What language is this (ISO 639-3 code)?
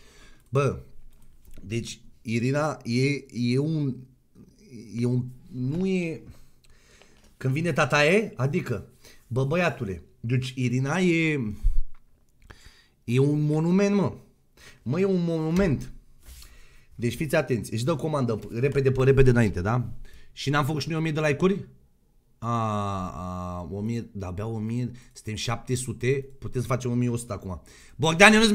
ron